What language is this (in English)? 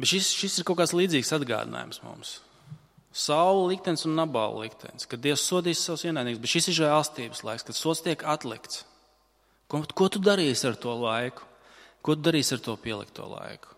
Latvian